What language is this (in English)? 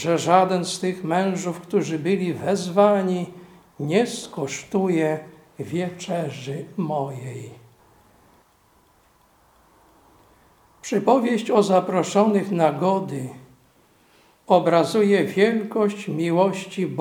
Polish